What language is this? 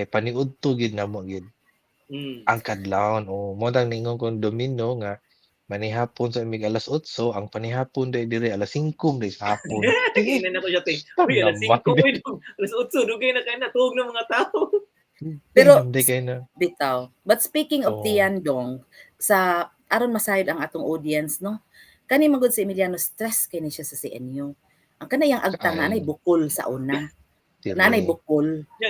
Cebuano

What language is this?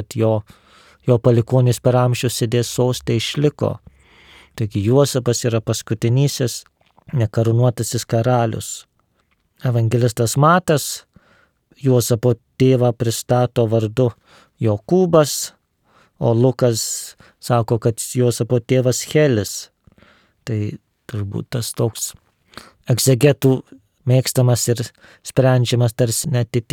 Lithuanian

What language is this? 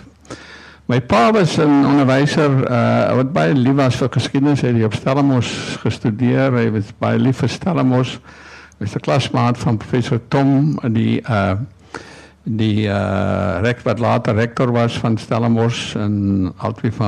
Afrikaans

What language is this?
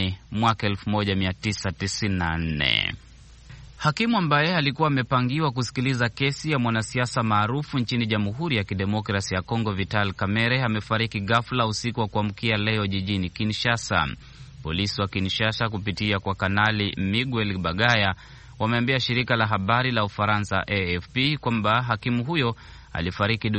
Swahili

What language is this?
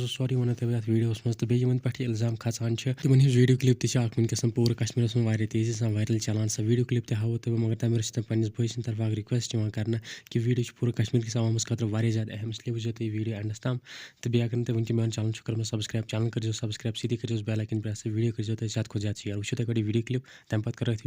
Kashmiri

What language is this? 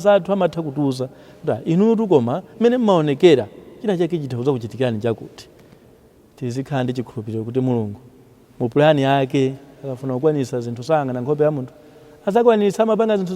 Nyanja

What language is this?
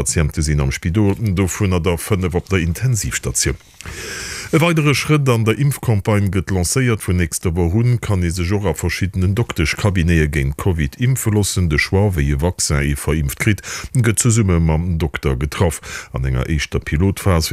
Luxembourgish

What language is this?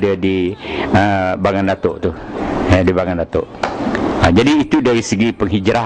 Banjar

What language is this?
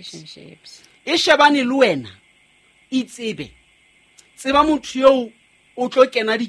Southern Sotho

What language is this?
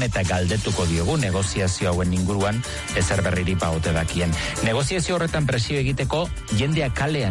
Basque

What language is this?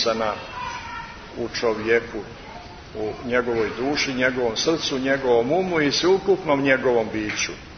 Serbian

